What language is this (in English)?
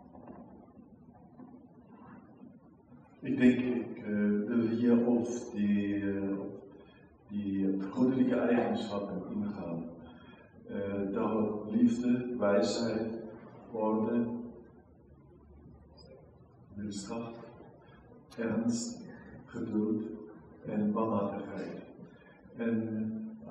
Dutch